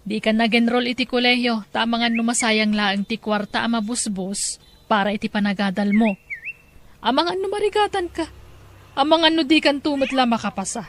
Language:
Iloko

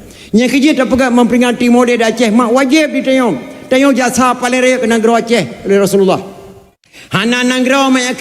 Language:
Achinese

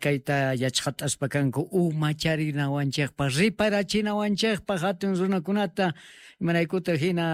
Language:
South Bolivian Quechua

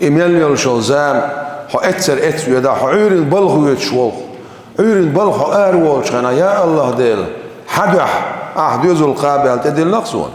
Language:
Chechen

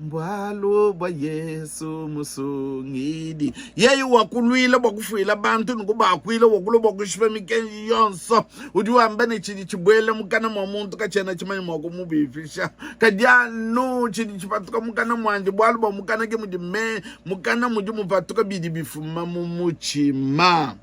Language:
Luba-Lulua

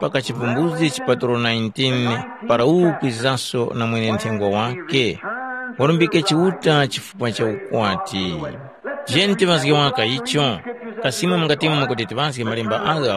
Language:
Tumbuka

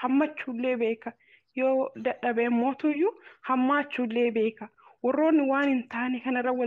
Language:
Oromo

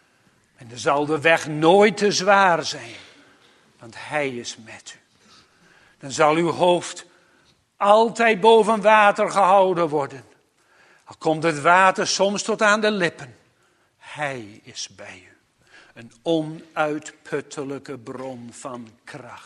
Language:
Dutch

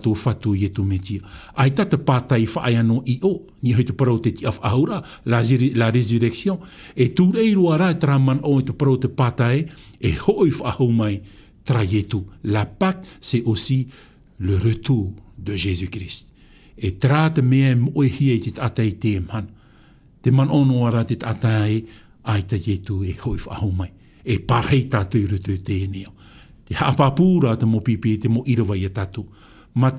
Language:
Tahitian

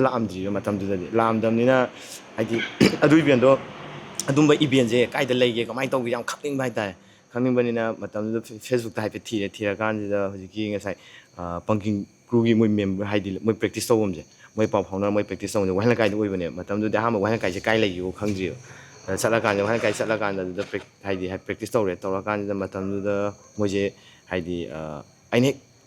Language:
Manipuri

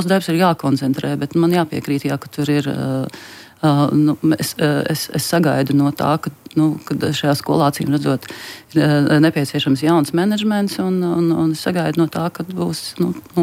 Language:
Latvian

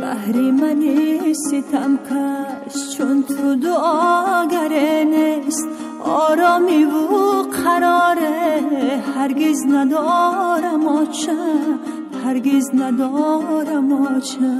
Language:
Tajik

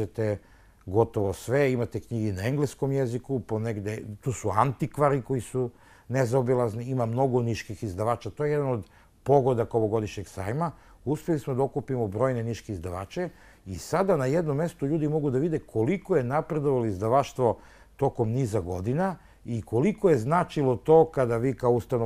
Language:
Serbian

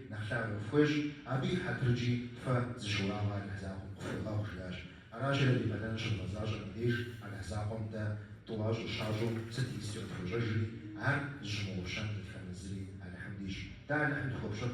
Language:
Kabardian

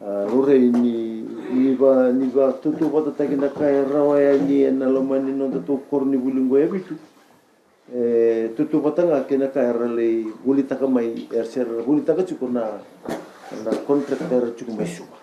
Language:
Fijian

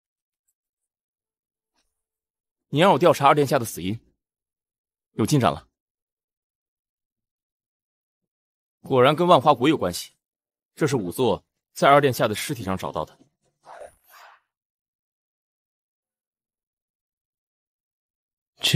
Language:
Chinese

